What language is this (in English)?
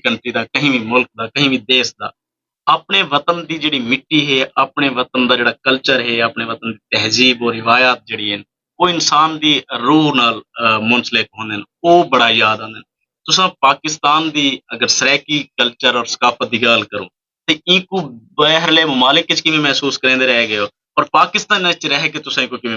Saraiki